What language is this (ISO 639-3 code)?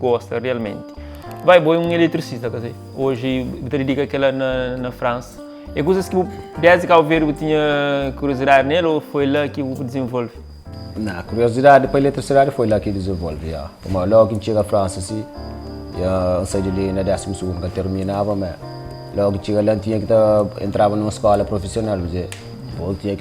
kea